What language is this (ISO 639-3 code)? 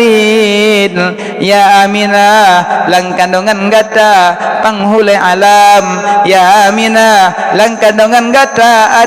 ace